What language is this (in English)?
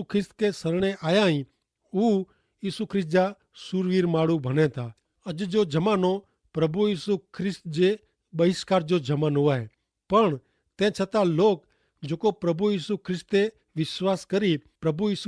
Kachhi